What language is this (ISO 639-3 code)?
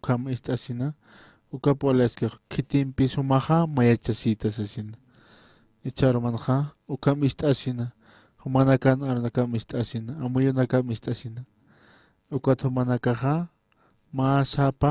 aym